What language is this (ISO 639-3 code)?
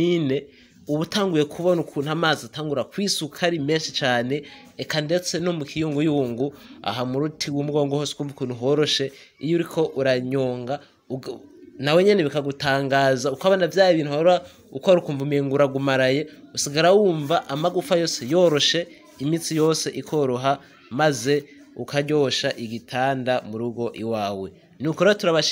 run